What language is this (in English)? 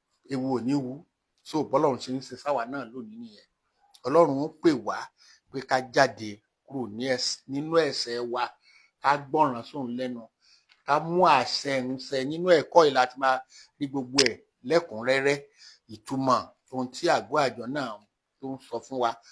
Yoruba